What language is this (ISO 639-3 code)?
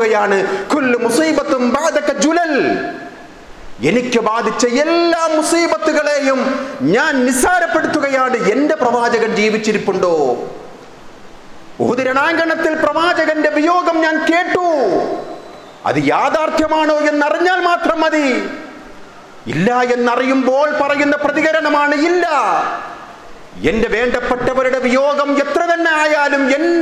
mal